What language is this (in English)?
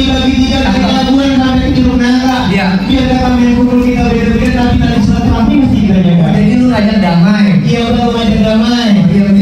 Betawi